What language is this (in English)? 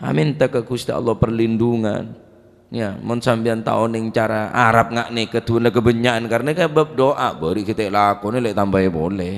Madurese